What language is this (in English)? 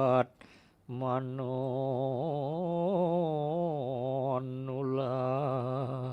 Balinese